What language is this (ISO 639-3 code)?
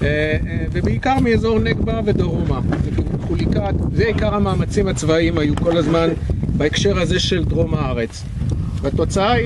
heb